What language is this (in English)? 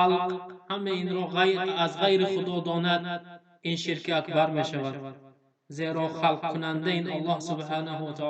Tajik